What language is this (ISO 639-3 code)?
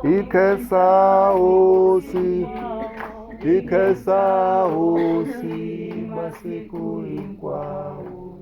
tso